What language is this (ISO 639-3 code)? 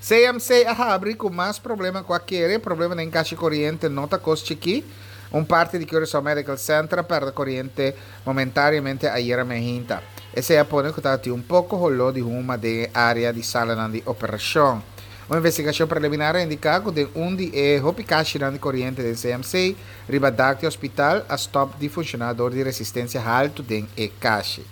pap